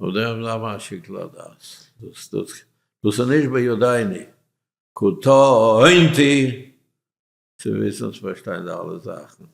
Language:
Yiddish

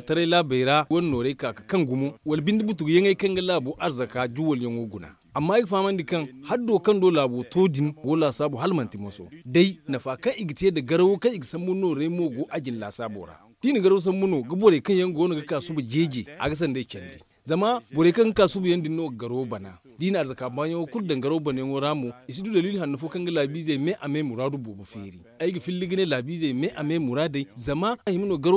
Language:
Zarma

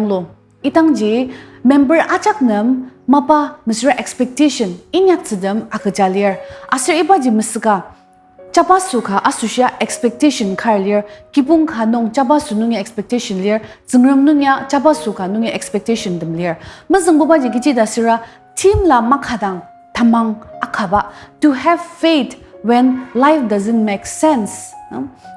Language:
Ao Naga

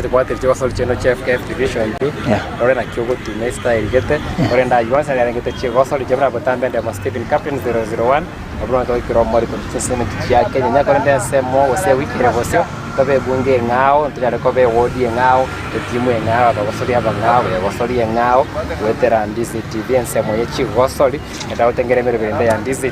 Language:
Gusii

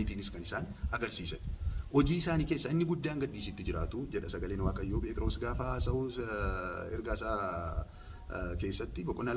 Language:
Oromo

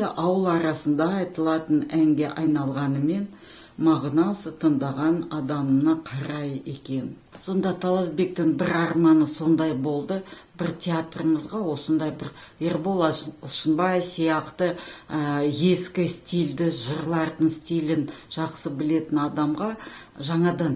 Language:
Kazakh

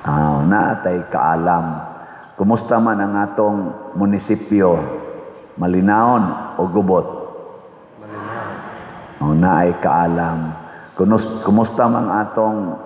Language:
Cebuano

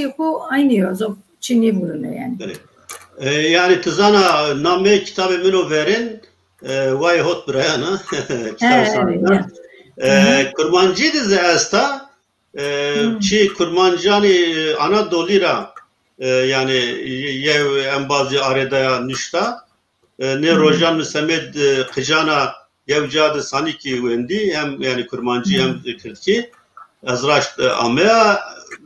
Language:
Zaza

